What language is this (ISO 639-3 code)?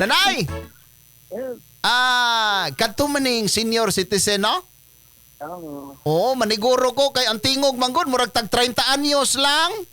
ceb